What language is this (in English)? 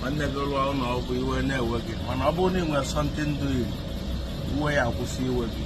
Igbo